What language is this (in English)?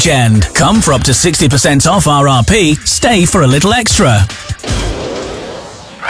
English